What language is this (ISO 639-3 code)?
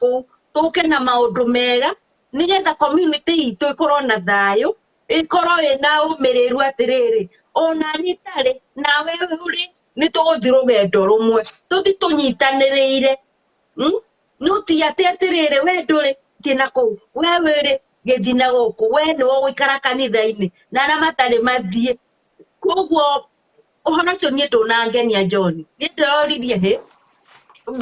kik